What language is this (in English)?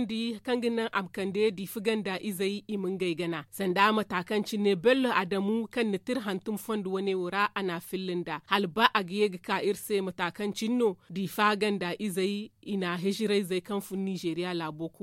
Zarma